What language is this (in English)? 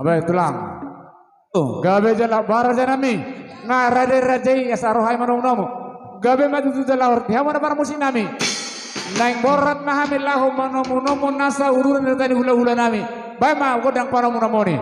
Batak Toba